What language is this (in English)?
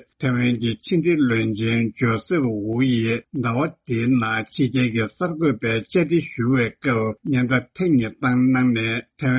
Tibetan